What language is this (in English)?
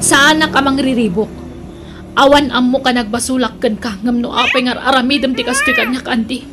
Iloko